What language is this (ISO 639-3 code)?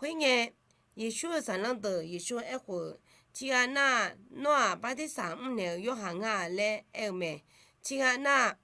ahk